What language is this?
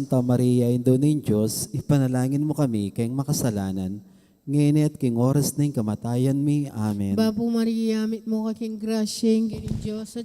Pampanga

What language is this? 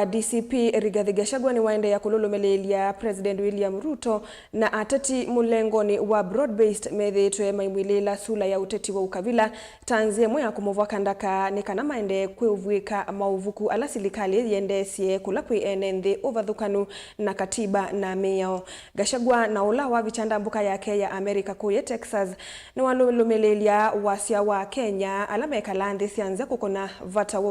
Kamba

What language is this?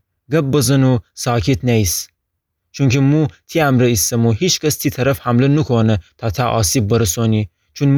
Gilaki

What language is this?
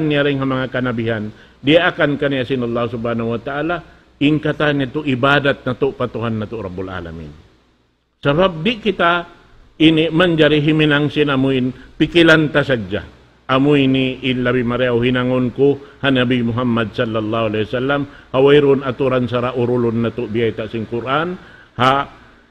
Tausug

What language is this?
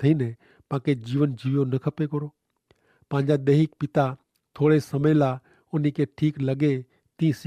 Kachhi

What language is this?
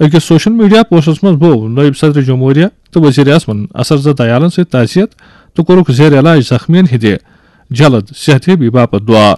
Kashmiri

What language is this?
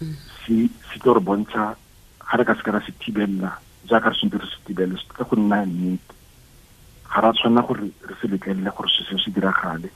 Tswana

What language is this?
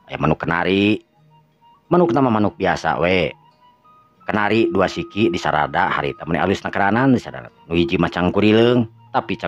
Sundanese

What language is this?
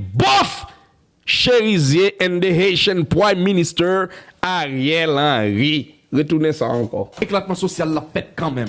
Haitian Creole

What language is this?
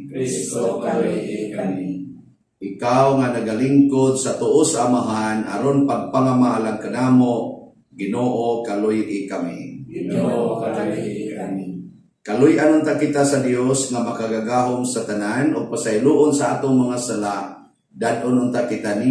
Cebuano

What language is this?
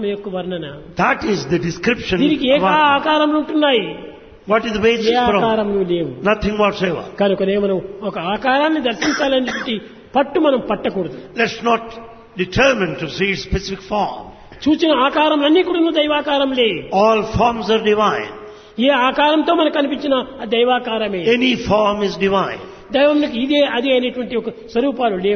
Telugu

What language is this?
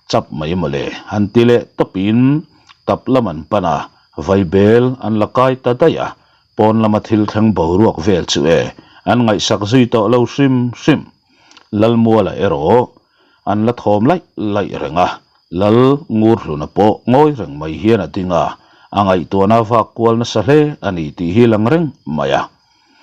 Mizo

